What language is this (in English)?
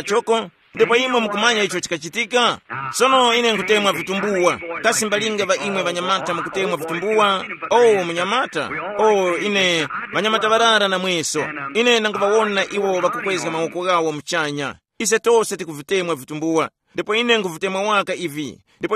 Tumbuka